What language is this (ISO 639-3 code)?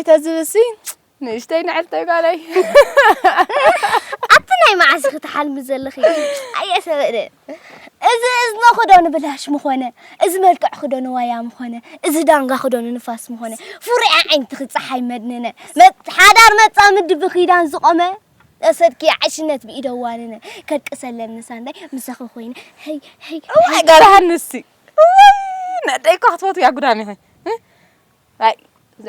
tir